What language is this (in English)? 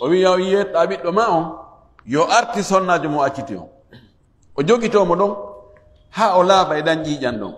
Fula